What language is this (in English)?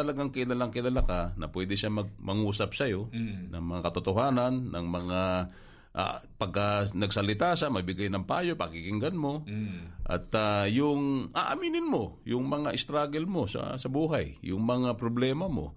Filipino